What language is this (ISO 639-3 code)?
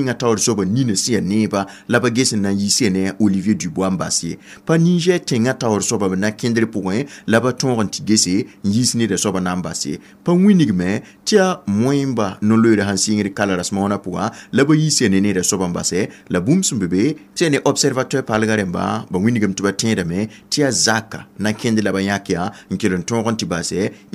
mos